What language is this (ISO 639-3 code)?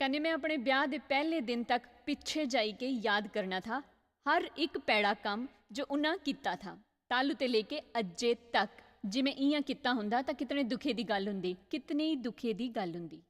doi